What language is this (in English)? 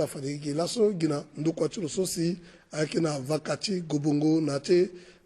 Sango